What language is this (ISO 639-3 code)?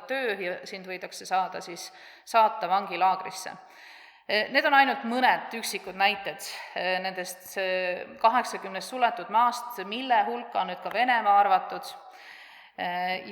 est